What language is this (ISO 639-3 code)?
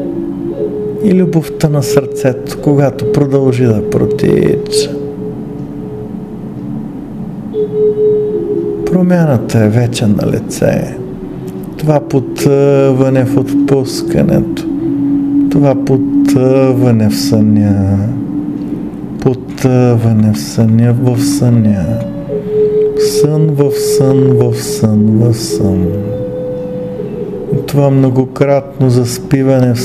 bul